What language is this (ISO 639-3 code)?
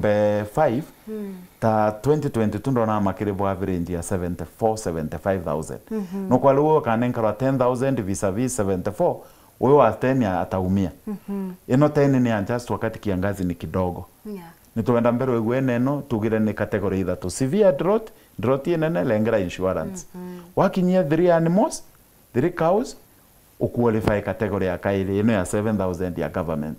mer